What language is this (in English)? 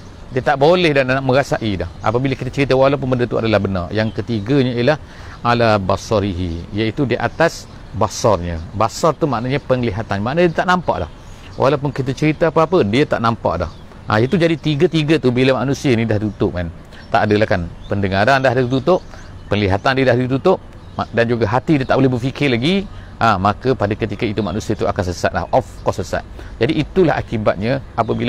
Malay